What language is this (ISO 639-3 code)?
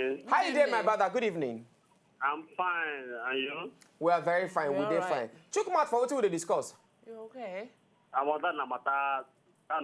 pcm